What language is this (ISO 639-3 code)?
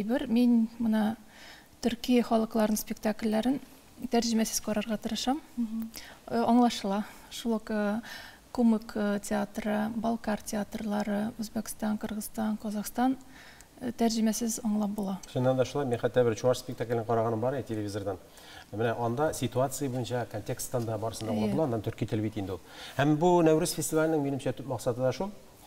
tat